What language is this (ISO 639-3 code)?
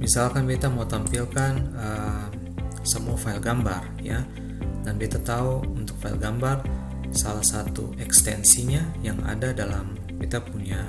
abs